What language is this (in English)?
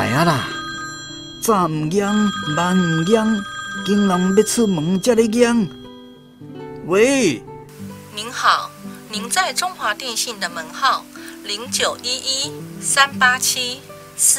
Min Nan Chinese